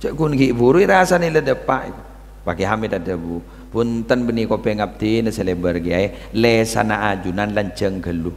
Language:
Madurese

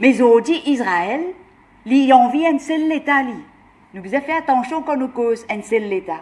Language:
Morisyen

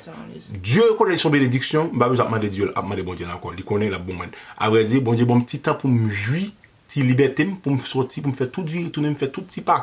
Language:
Haitian Creole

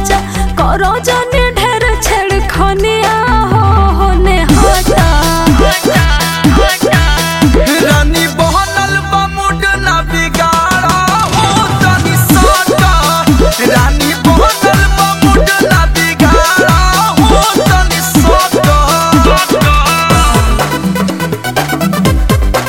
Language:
Bhojpuri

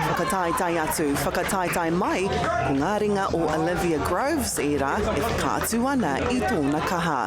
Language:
Māori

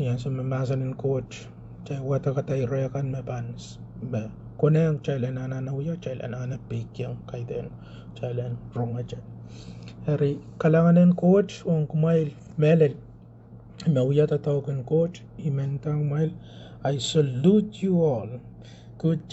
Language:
Pohnpeian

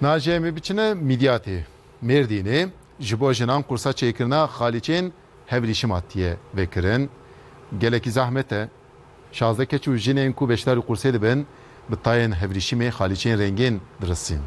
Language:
Kurdish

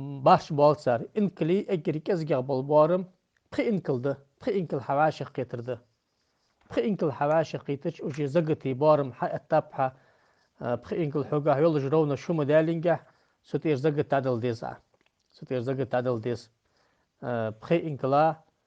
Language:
Ingush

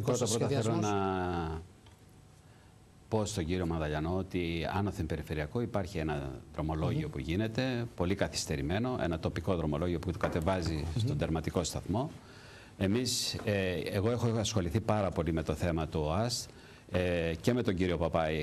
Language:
Greek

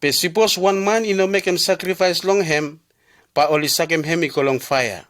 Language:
Bislama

